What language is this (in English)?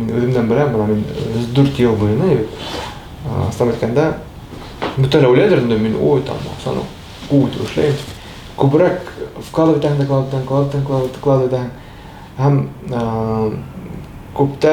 Bashkir